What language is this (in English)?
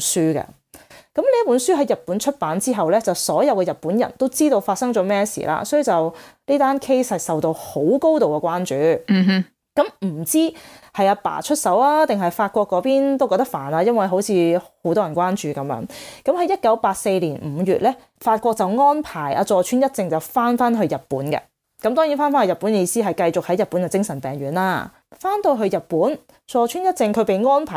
Cantonese